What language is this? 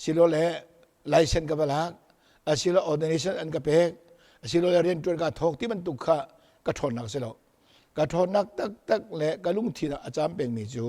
Hakha Chin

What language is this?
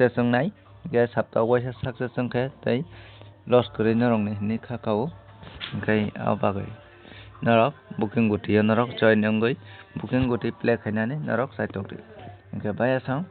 Kok Borok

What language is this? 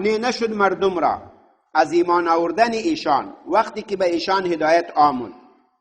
Pashto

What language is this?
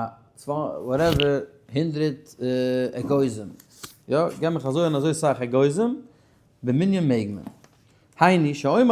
Yiddish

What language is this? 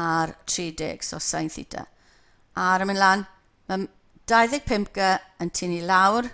Welsh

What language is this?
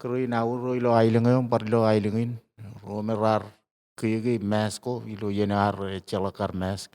Marshallese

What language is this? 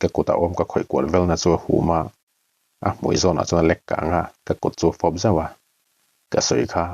Mizo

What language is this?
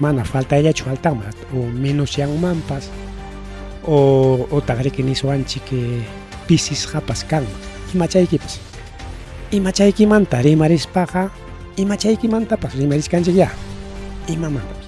Ayacucho Quechua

